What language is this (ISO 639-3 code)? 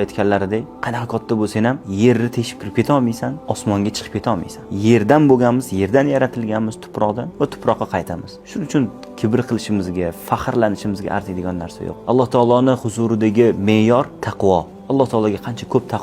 uzb